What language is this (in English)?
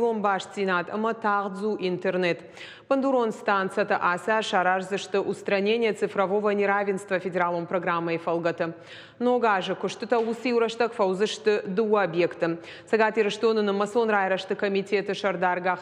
Ossetic